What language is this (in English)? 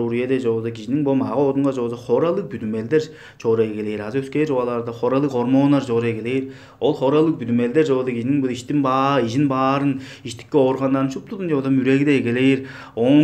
Tuvinian